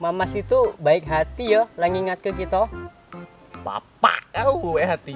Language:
Musi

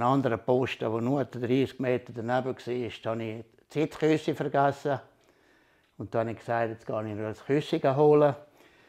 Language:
Swiss German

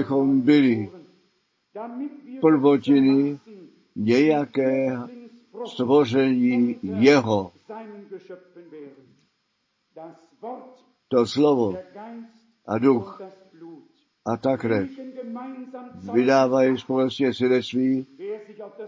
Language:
Czech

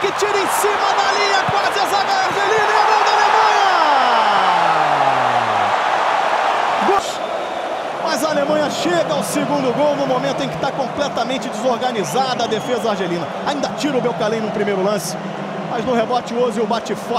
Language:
Portuguese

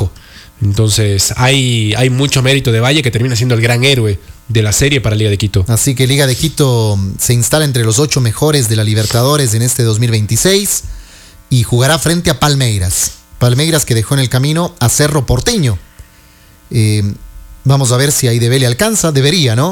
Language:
Spanish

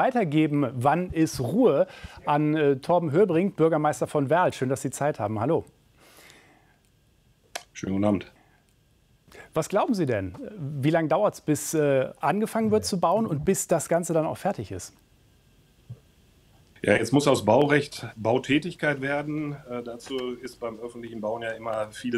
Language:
German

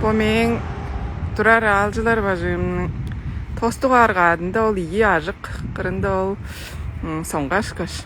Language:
Tuvinian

